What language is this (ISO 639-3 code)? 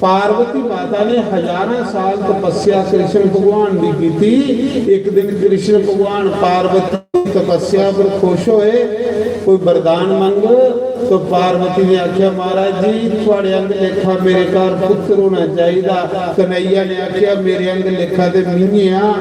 doi